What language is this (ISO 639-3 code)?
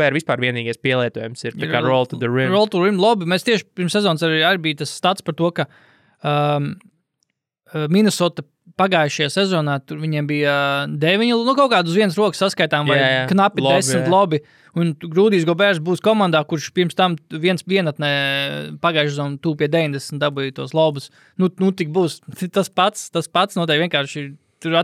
lav